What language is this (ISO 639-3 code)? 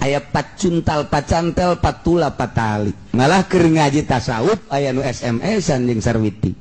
sun